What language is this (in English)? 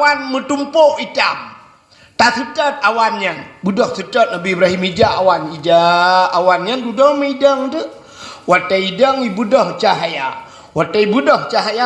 Achinese